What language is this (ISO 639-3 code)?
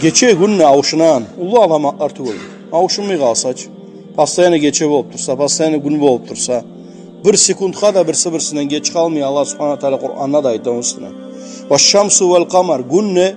kum